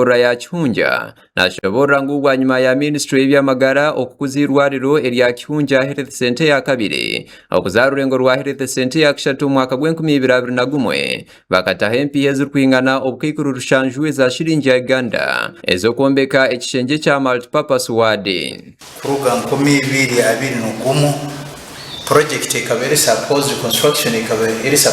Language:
Nyankole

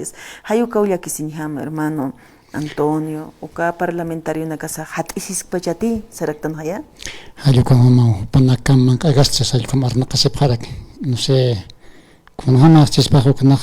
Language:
Aymara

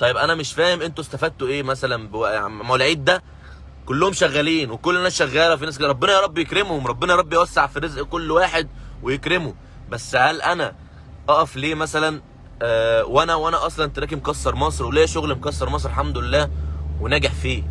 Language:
Egyptian Arabic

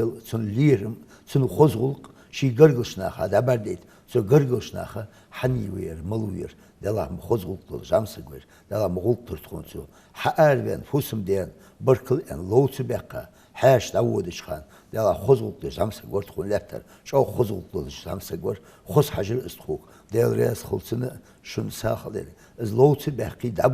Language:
Ingush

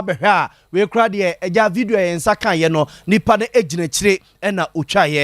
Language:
Akan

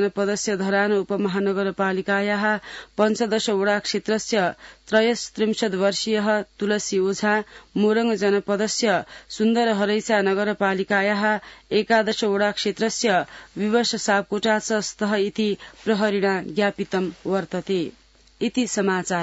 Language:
Sanskrit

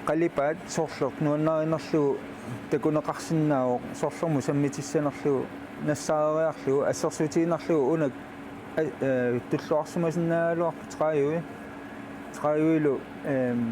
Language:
Kalaallisut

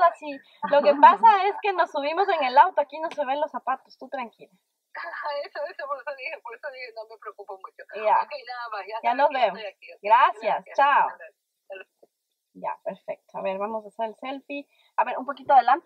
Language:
Spanish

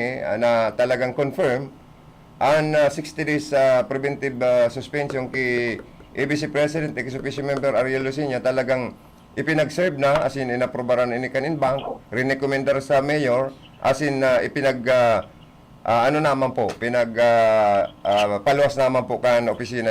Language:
Bikol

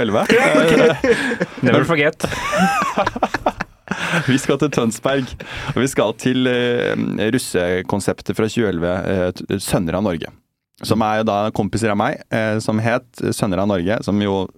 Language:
Norwegian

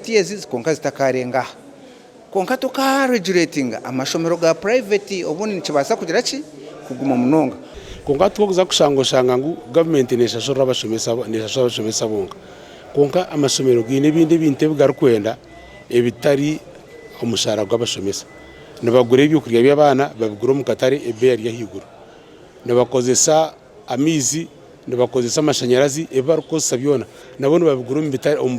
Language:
Nyankole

